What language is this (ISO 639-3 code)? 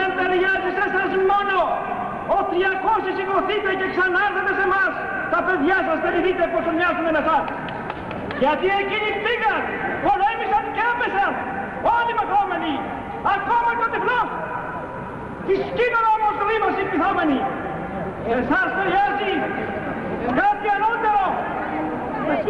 ell